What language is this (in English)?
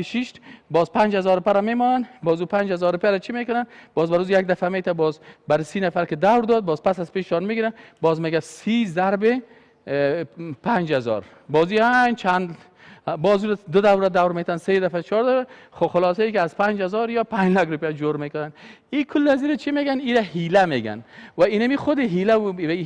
Persian